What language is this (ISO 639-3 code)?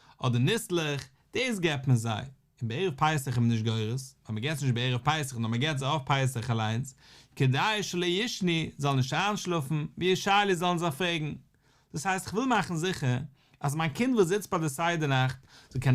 yid